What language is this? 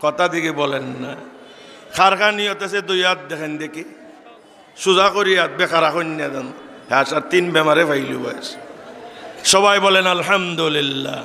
Sylheti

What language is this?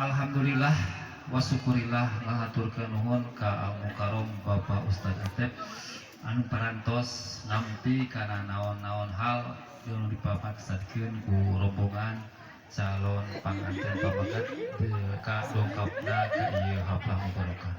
Sundanese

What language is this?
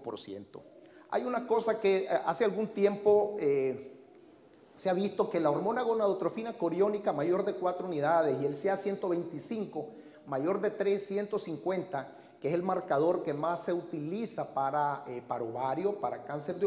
Spanish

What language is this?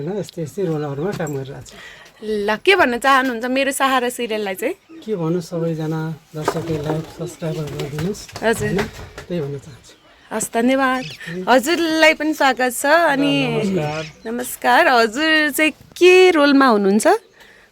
Nepali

